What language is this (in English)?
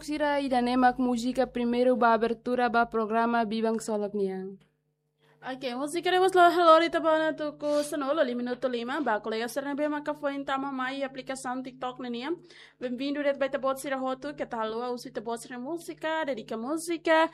Tetum